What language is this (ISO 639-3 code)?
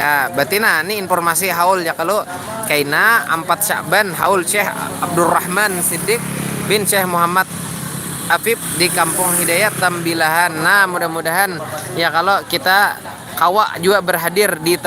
bjn